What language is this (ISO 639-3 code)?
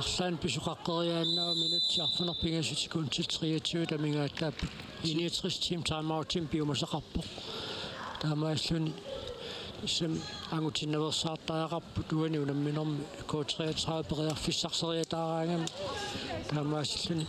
kal